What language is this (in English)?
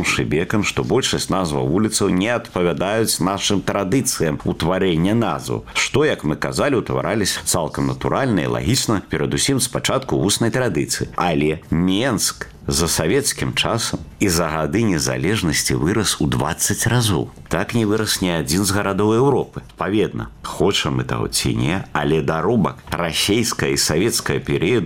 Belarusian